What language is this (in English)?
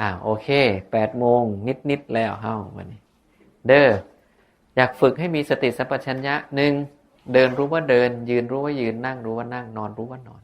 Northeastern Thai